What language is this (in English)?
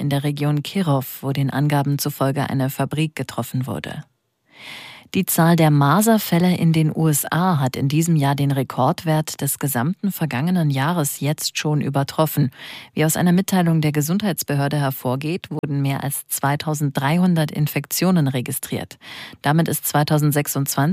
German